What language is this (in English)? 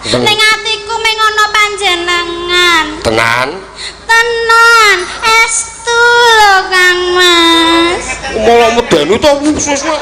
Javanese